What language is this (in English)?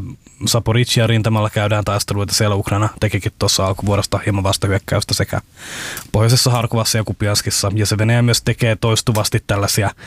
Finnish